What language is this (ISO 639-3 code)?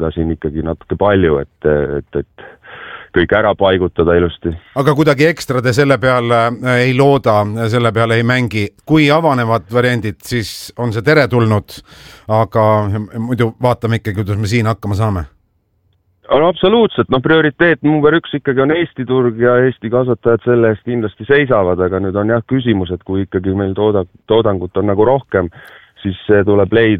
est